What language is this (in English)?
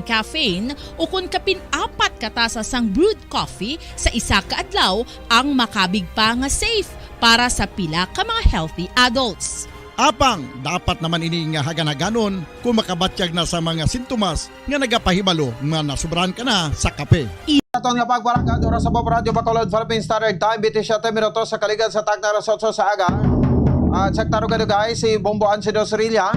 Hiligaynon